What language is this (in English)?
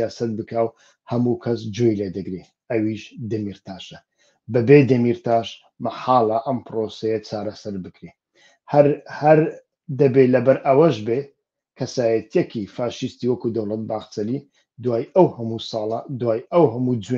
Central Kurdish